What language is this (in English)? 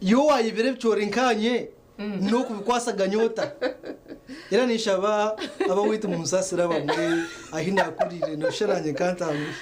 Nyankole